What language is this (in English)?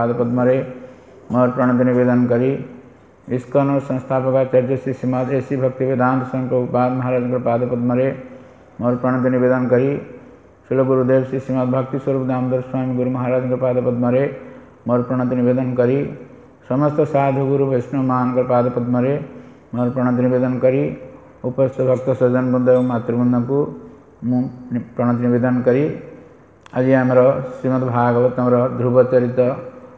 Odia